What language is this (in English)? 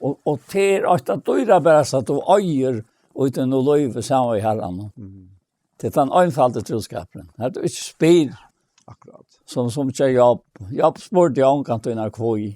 Faroese